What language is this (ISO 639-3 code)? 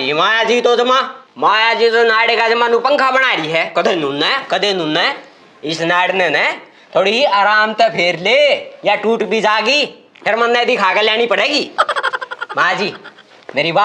bgc